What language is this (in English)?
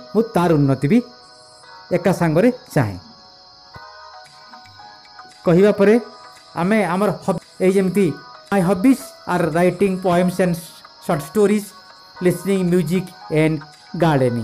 Odia